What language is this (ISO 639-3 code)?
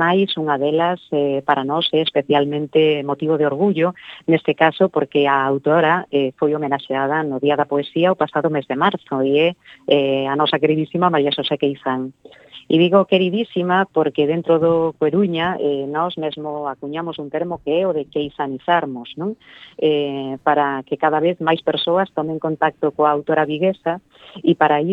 glg